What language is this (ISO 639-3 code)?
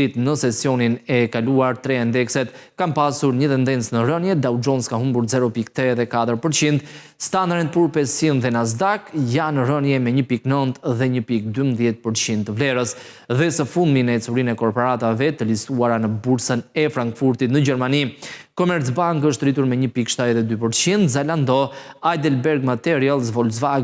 sqi